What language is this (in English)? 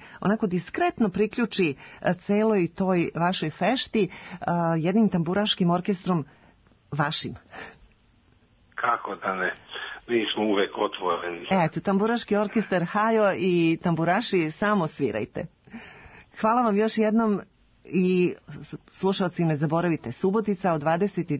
Serbian